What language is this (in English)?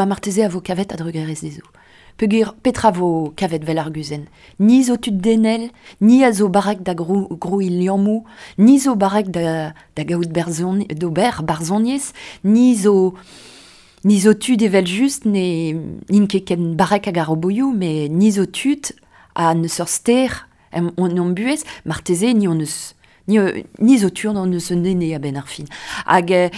Breton